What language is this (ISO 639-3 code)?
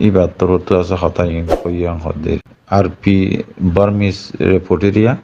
rhg